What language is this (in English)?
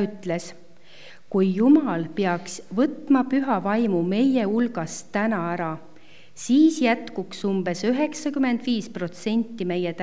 Estonian